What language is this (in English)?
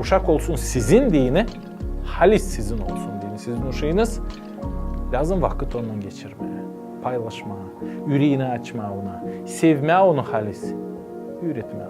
Gagauz